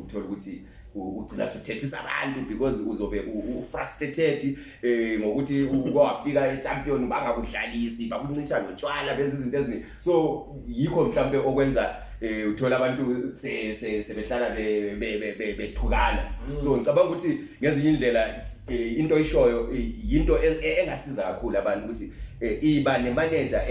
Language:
Zulu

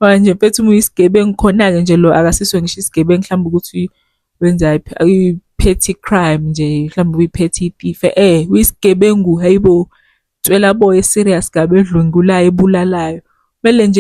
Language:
Zulu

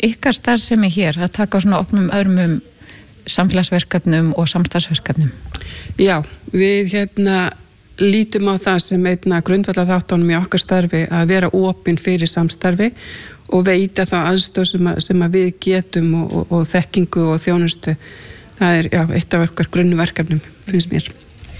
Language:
Icelandic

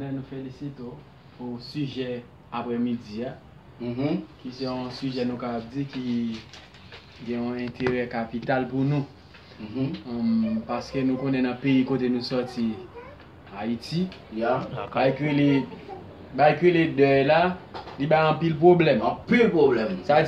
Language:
Haitian Creole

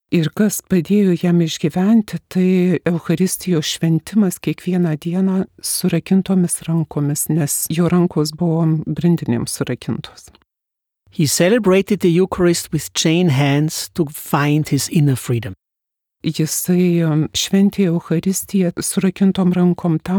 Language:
Lithuanian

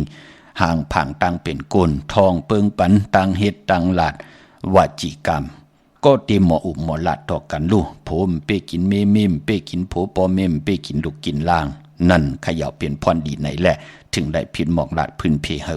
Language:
Shan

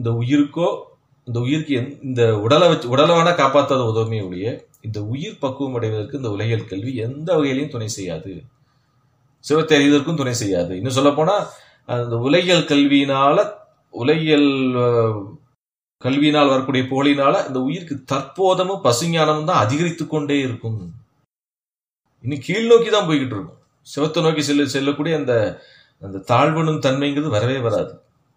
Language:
Tamil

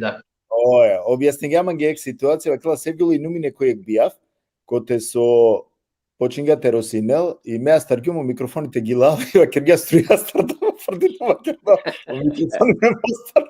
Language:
Balkan Romani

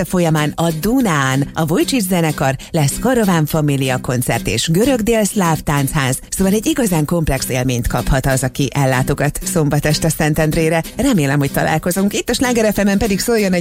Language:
Hungarian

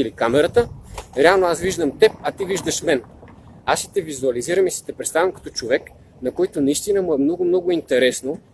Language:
Bulgarian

